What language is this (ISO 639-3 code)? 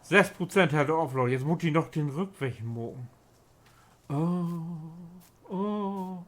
nds